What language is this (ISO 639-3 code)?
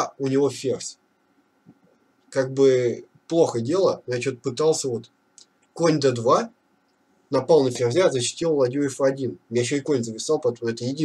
rus